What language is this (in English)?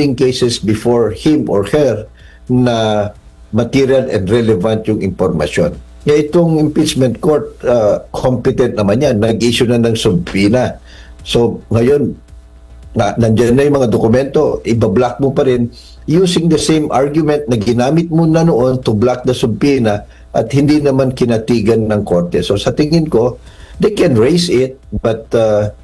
Filipino